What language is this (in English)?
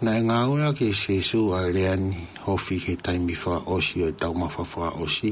Tongan